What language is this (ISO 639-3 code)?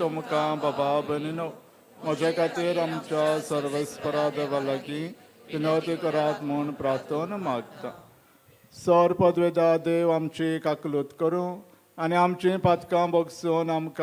kok